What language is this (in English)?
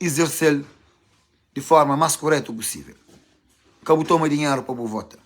Kabuverdianu